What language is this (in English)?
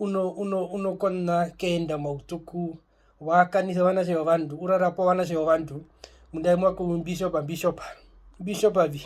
Herero